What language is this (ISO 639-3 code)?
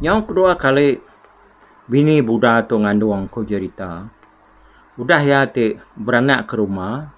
iba